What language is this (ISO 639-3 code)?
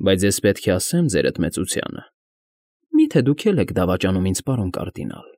hye